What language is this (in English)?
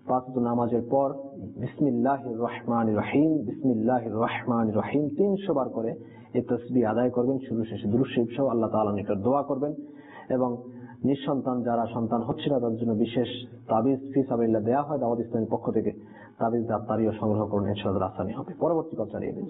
Bangla